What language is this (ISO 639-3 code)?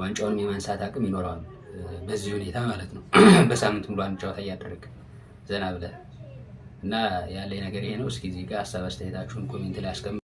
amh